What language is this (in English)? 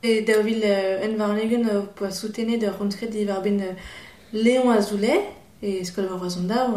Breton